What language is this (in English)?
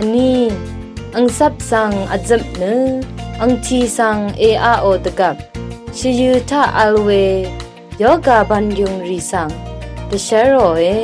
Rawang